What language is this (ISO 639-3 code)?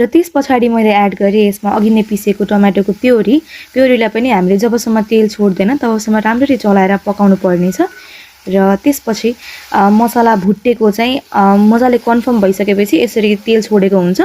nep